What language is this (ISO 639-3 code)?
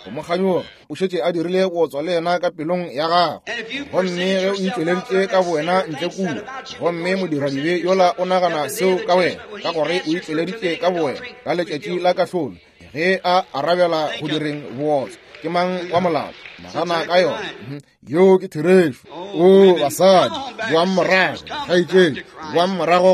nso